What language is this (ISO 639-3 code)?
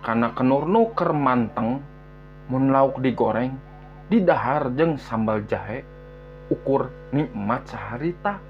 sun